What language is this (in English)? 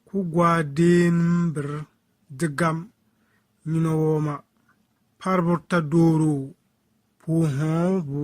Bissa